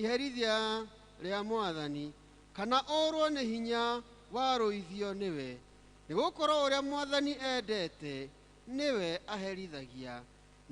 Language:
Kikuyu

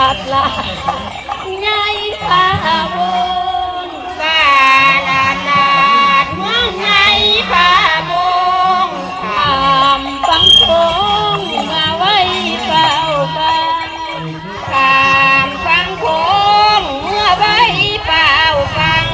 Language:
Northeastern Thai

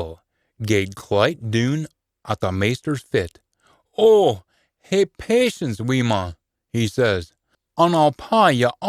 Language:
Scots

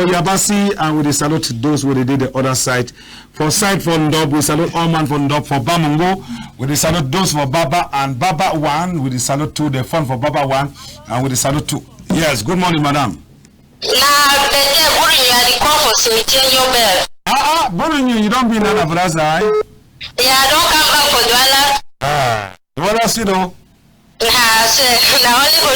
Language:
Cameroon Pidgin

